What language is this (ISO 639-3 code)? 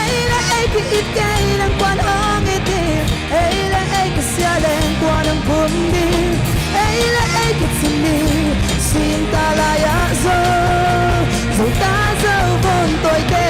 pck